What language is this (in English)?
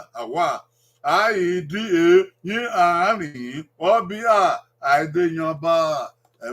Bini